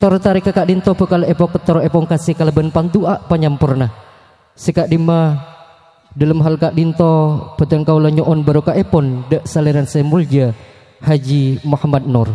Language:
Madurese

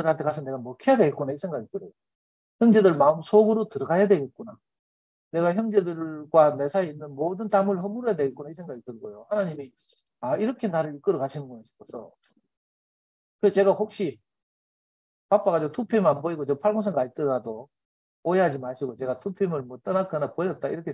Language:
Korean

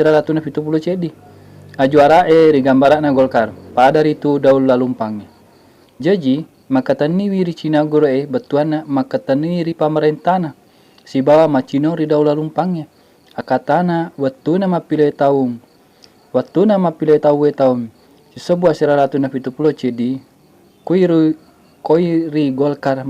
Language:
Buginese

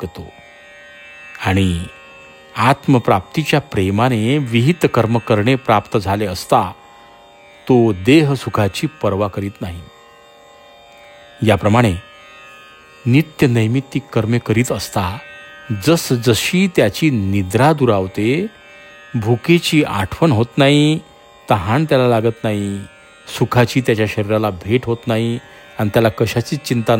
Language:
Marathi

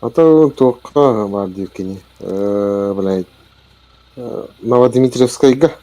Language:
Yakut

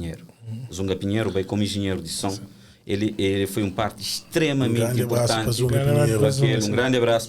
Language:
Kabuverdianu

